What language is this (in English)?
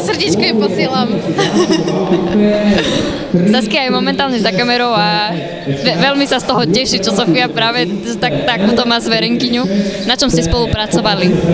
Slovak